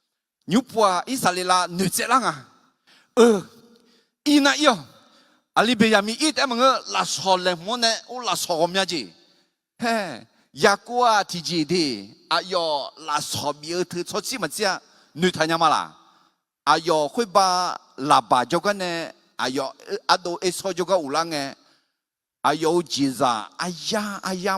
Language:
Akha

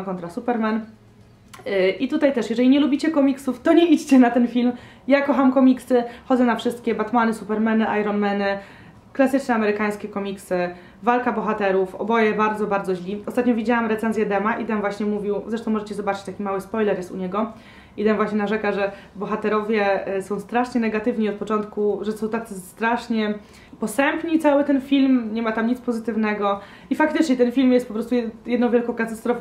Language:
Polish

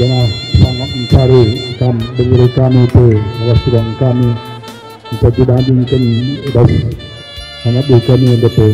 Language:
Batak Karo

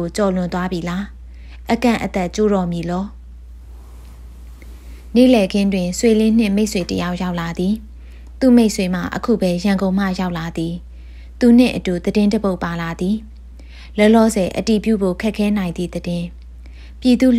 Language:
Burmese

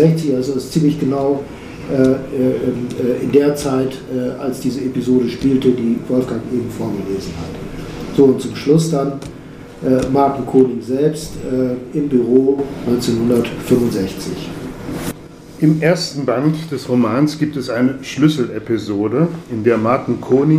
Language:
German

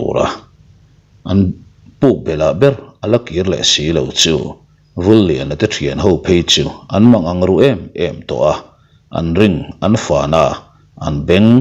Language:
Mizo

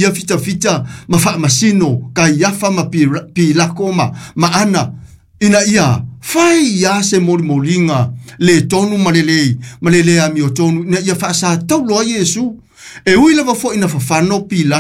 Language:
Samoan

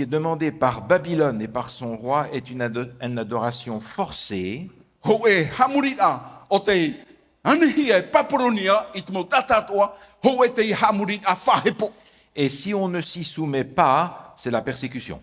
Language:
Tahitian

